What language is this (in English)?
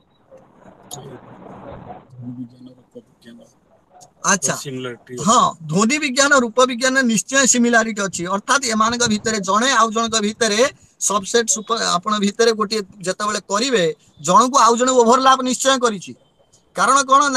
Odia